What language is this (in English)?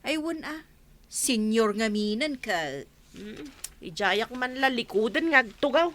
Iloko